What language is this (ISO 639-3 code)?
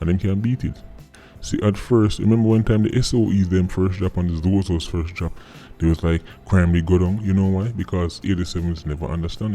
jam